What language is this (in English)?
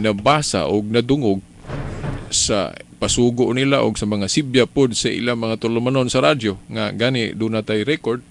Cebuano